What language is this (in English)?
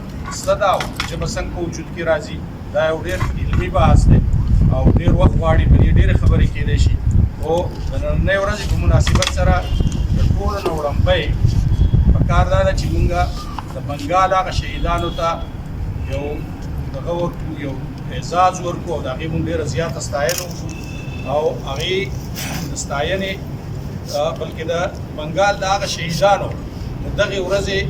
Pashto